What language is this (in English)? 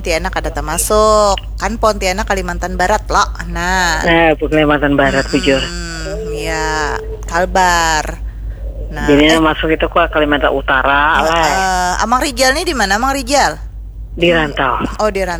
Banjar